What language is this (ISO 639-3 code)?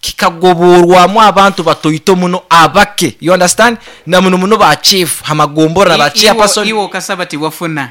nyo